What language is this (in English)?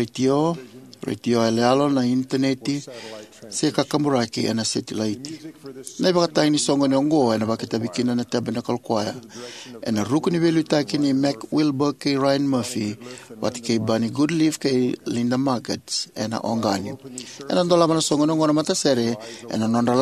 Fijian